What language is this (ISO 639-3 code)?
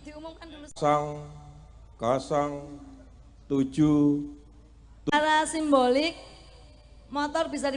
jav